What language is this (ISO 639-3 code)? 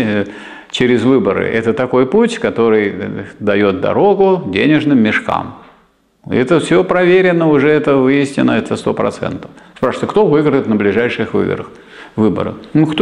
rus